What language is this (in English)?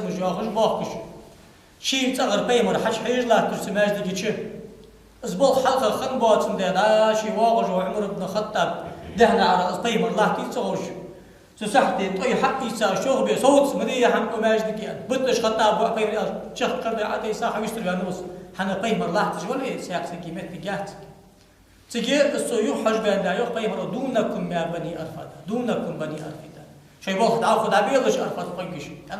Ingush